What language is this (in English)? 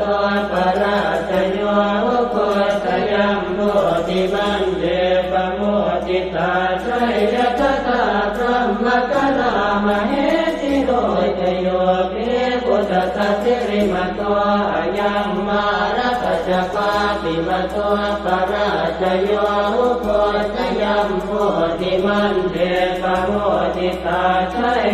Pali